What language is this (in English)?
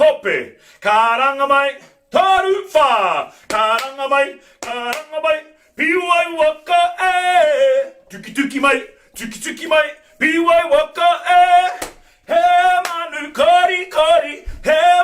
Māori